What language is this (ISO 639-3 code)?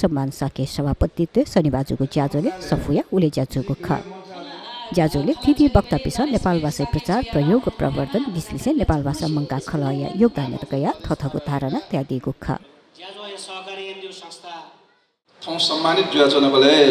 new